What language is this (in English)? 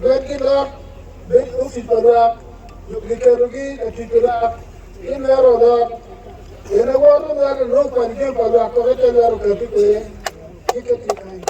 Acoli